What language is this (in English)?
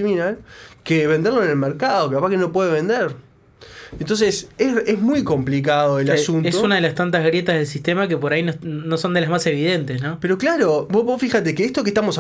Spanish